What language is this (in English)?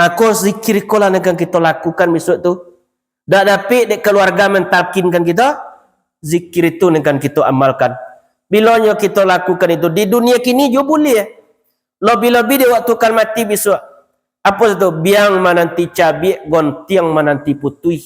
Minangkabau